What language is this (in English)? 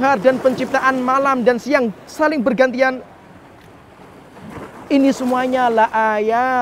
Indonesian